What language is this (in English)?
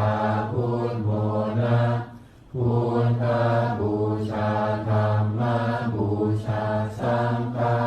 Pali